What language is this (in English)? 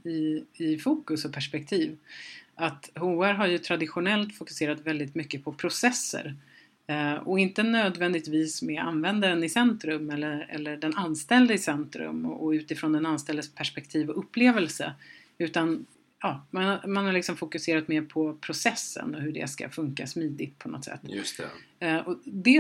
Swedish